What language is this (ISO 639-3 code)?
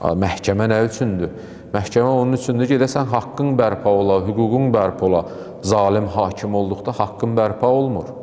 aze